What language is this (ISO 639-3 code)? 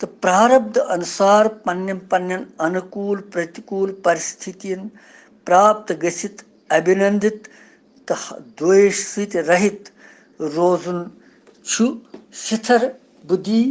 kas